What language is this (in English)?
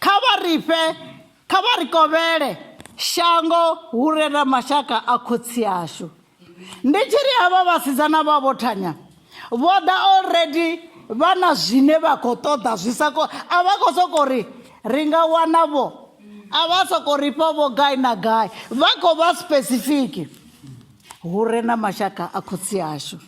Venda